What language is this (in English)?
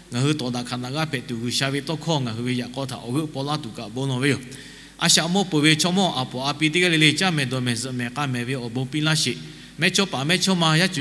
Lahu